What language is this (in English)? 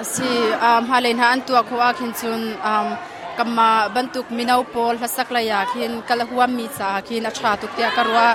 Hakha Chin